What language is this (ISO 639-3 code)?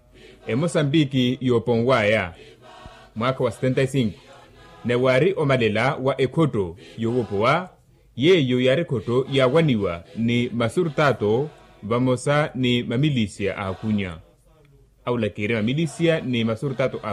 vmw